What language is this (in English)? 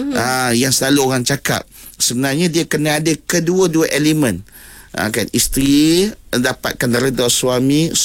Malay